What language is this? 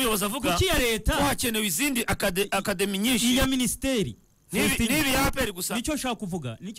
Kinyarwanda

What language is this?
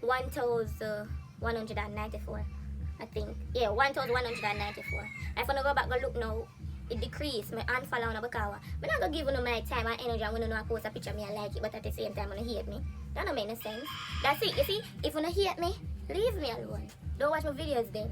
Jamaican Creole English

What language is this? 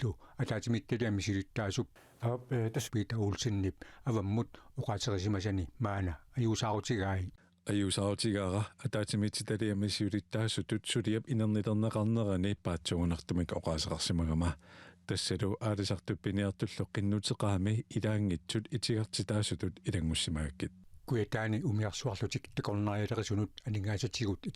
Kalaallisut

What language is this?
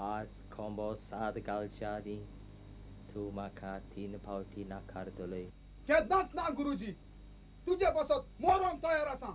Konkani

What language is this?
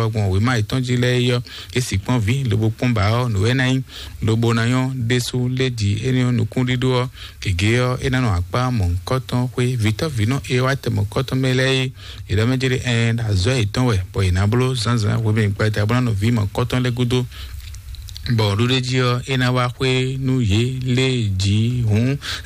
Fon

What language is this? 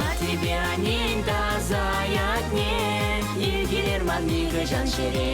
Chuvash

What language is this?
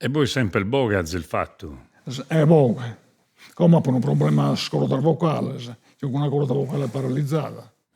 Sardinian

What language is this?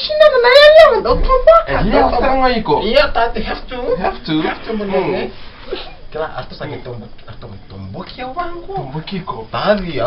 Fijian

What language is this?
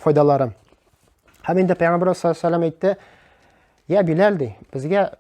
Tatar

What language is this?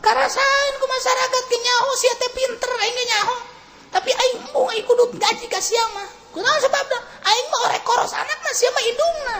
Sundanese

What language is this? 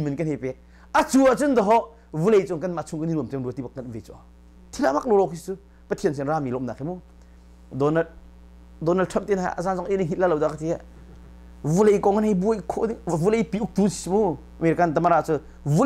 Hakha Chin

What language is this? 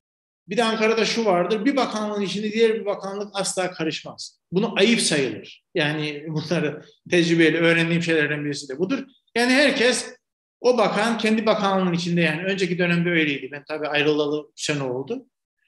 Turkish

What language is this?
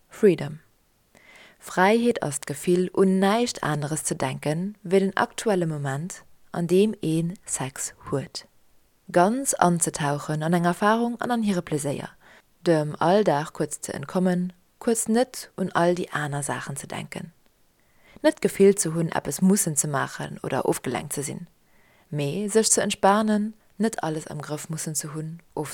Luxembourgish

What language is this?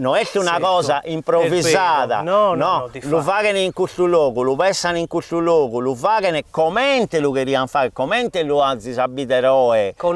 Sardinian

